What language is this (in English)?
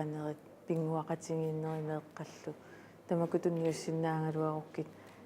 Kalaallisut